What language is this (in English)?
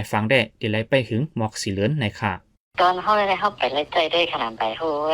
Shan